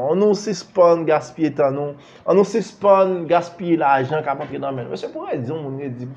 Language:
Haitian Creole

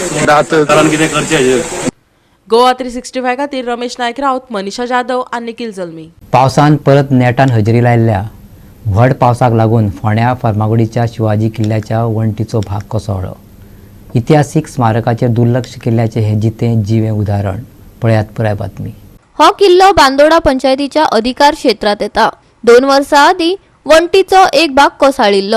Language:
Konkani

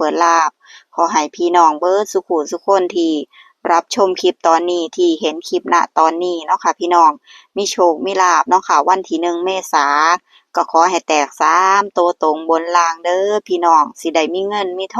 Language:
Northeastern Thai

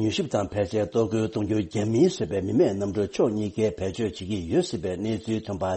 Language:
Tibetan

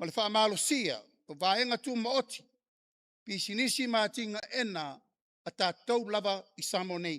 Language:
Samoan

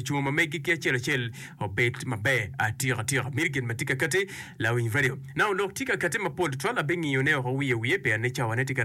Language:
Acoli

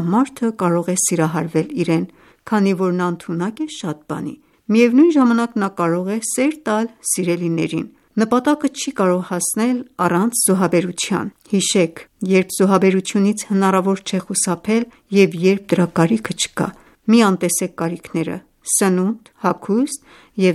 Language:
Armenian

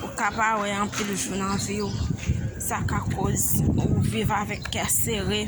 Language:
Haitian Creole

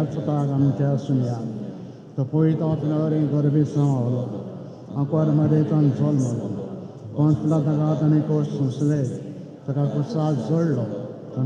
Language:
Konkani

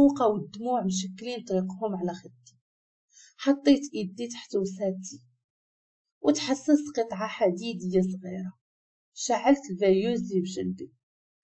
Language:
Moroccan Arabic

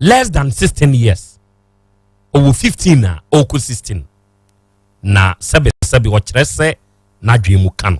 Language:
Akan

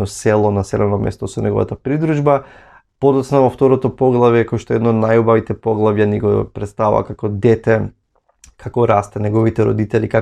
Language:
Macedonian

